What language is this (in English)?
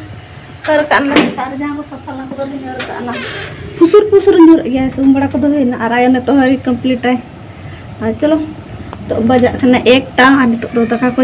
Santali